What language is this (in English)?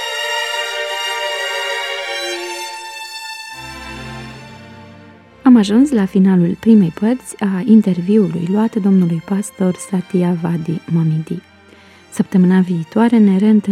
Romanian